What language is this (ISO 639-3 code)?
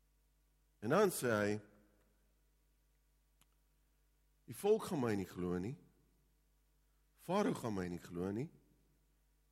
afr